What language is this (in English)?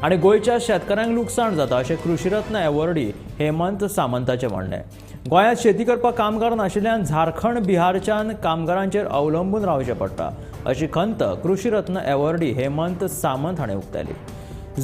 Konkani